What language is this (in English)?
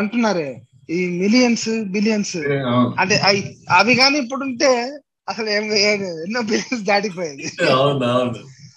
Telugu